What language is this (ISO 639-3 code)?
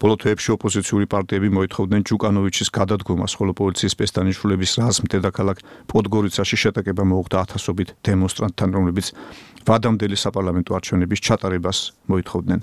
kat